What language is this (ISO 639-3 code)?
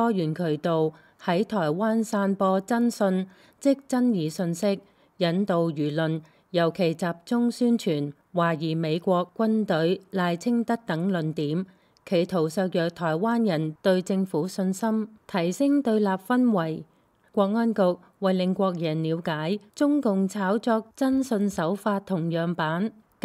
yue